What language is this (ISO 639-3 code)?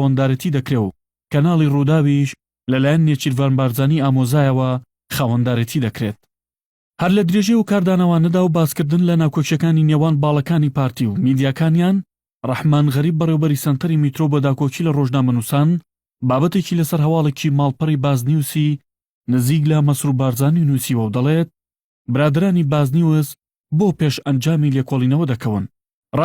ckb